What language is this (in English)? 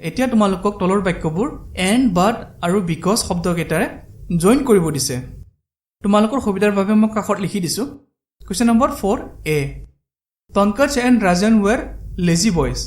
Assamese